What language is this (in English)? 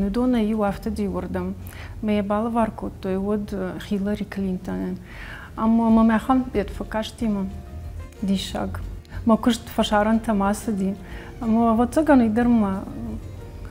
Ossetic